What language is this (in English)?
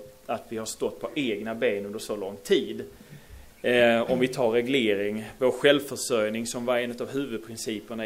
Swedish